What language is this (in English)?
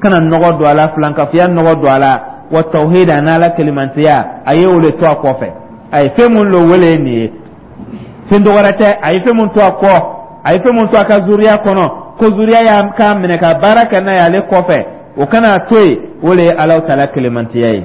Dyula